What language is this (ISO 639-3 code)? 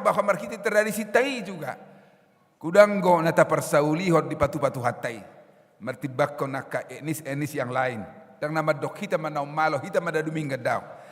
bbc